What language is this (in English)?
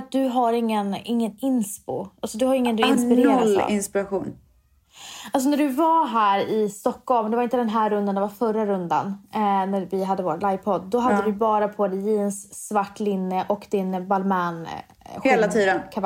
Swedish